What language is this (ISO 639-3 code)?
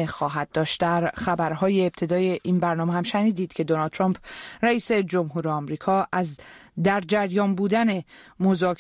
fas